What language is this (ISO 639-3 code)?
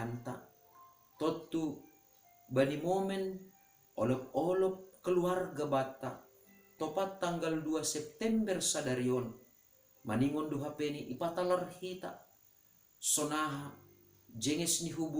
bts